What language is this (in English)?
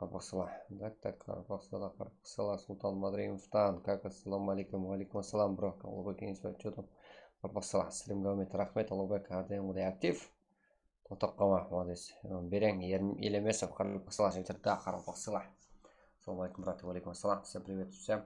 Kara-Kalpak